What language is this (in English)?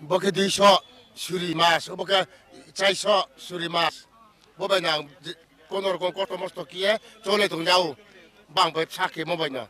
Kok Borok